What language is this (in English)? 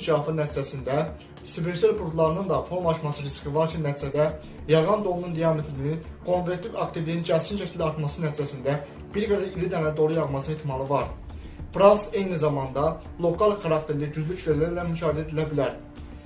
Azerbaijani